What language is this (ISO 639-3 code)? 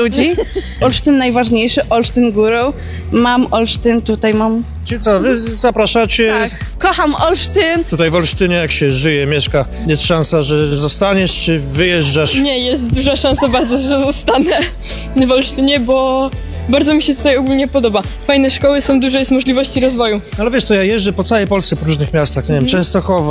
pol